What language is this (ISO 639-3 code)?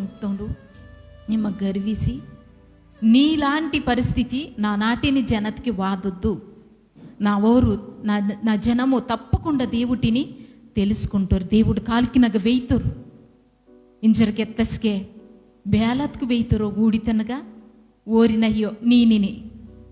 kff